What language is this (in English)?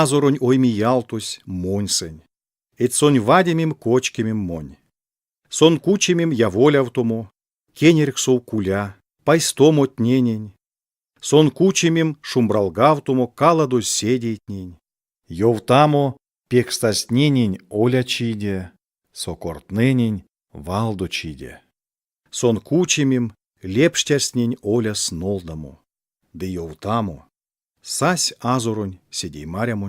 Erzya